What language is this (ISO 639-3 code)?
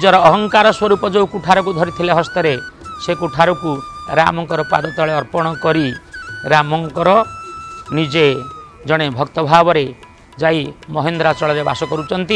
ori